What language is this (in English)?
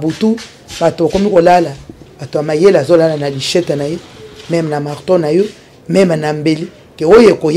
Lingala